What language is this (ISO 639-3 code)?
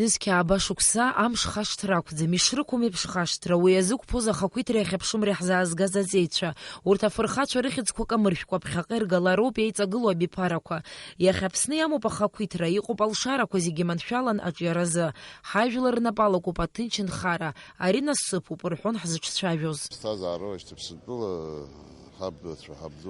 abk